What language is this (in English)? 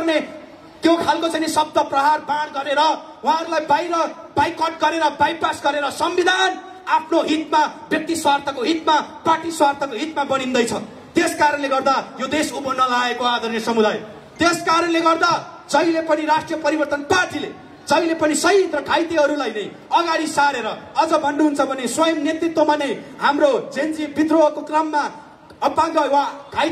Nepali